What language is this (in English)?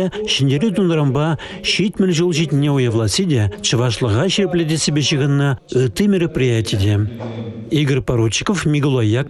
Chuvash